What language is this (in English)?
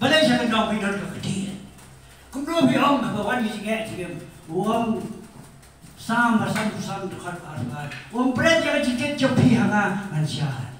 Khasi